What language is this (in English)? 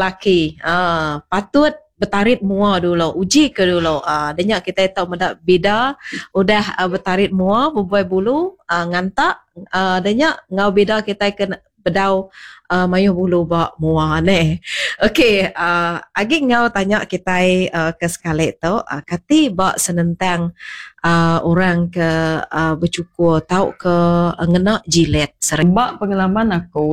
Iban